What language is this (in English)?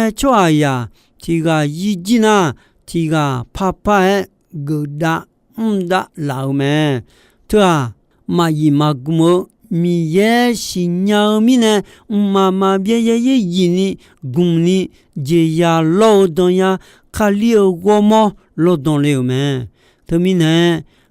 Akha